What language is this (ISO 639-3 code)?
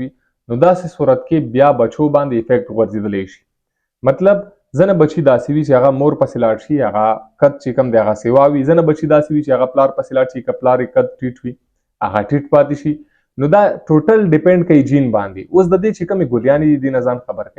pus